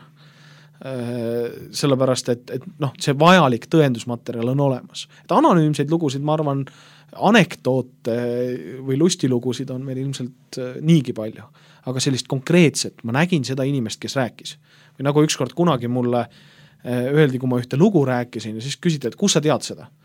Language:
Estonian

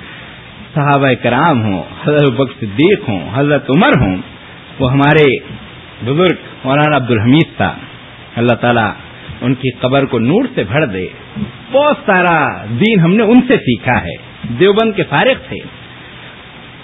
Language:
Urdu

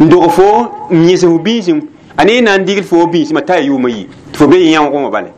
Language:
Mossi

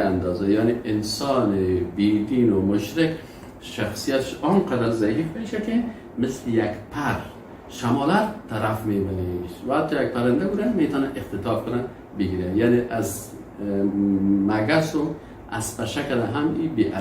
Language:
Persian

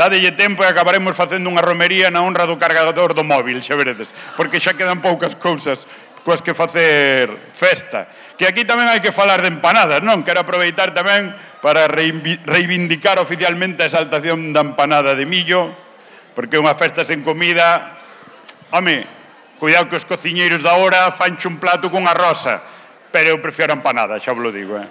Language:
Galician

